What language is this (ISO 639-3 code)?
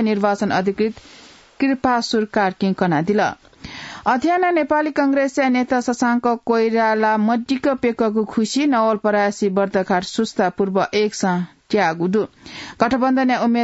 new